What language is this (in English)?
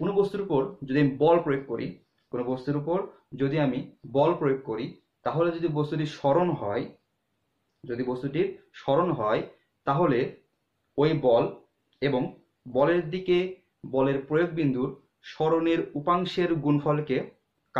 Bangla